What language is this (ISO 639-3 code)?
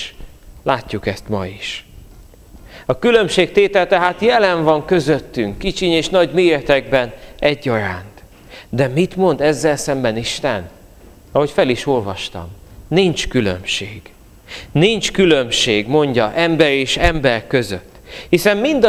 hun